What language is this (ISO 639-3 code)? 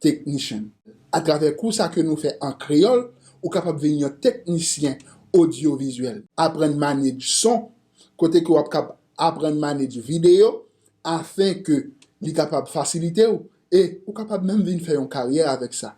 hat